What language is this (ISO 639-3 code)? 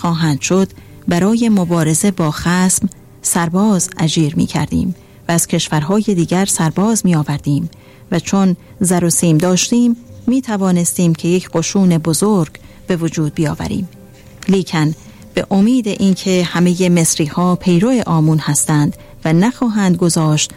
fas